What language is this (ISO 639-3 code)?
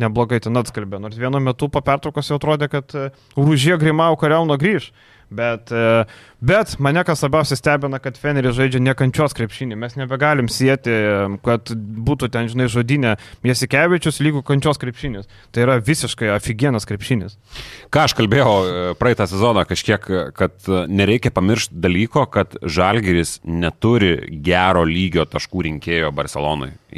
lit